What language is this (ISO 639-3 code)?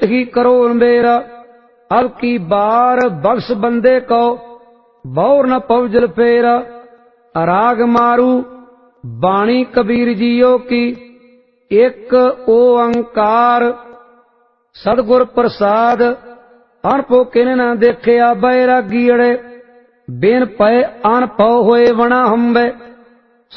pan